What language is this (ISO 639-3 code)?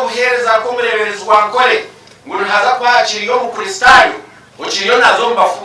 nyn